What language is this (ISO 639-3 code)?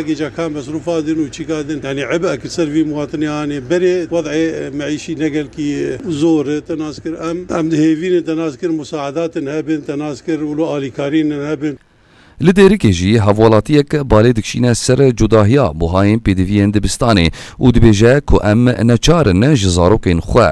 kur